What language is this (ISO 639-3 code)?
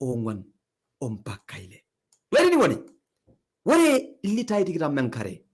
mas